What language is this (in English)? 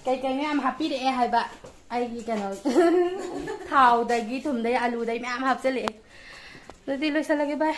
Manipuri